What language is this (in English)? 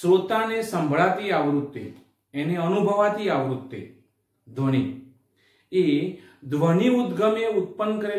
Gujarati